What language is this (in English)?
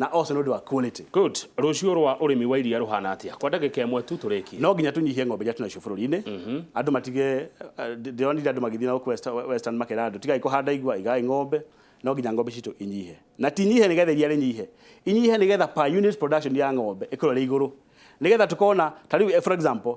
Kikuyu